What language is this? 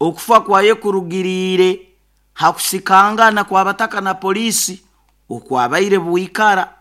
Nyoro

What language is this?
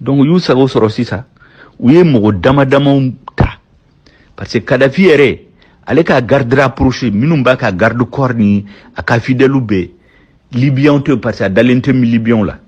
Bambara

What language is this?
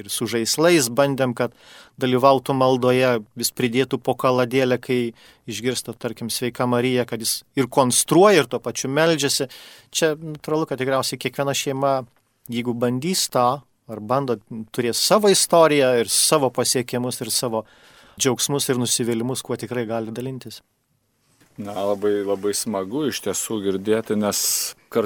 Lithuanian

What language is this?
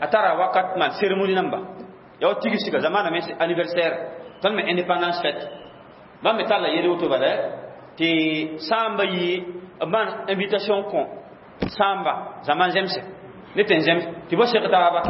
Mossi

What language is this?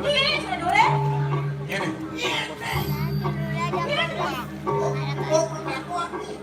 Balinese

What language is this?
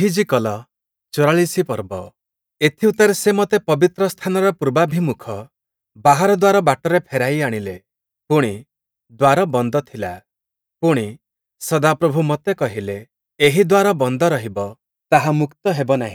Odia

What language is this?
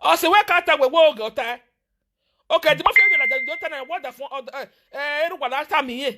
Nigerian Pidgin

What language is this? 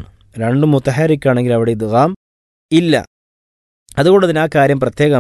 Malayalam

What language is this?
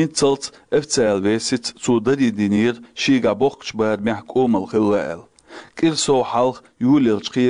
Chechen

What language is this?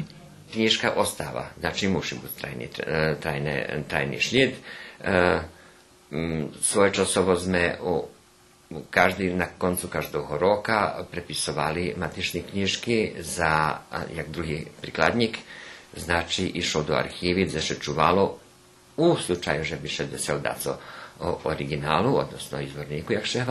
Rusyn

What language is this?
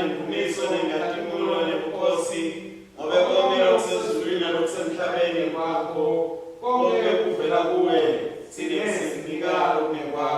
Swati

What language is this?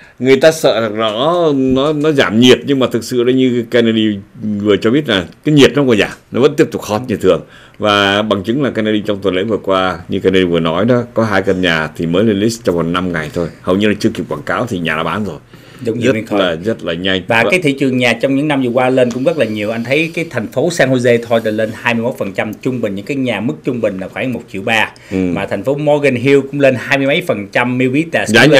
Vietnamese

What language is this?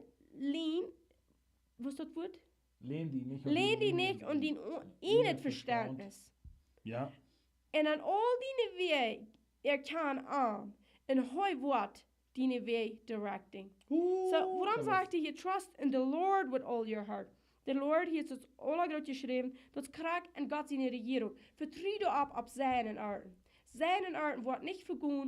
Plautdietsch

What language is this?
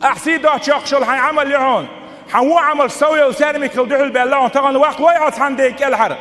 Chechen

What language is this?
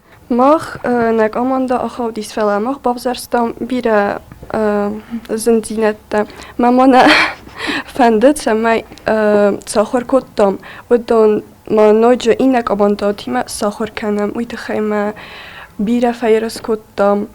Ossetic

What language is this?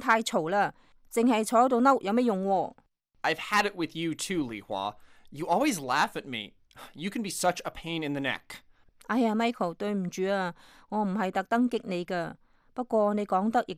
Cantonese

